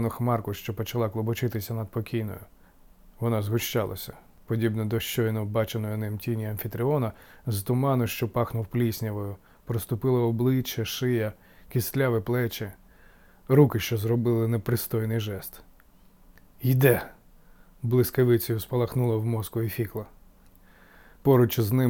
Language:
Ukrainian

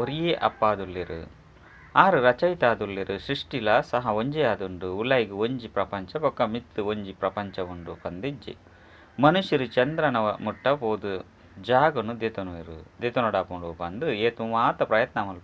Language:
Tulu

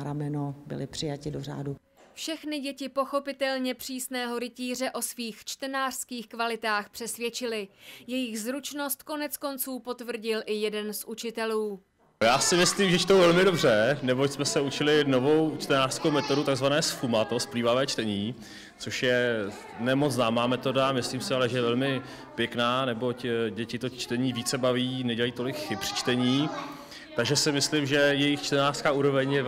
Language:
Czech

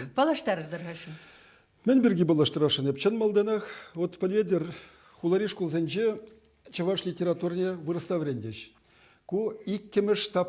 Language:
Chuvash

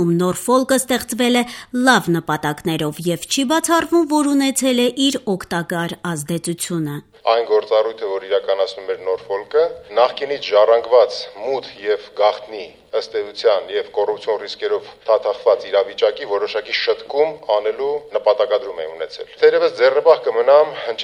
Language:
Armenian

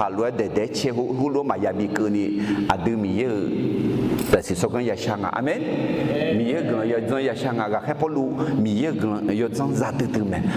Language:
Akha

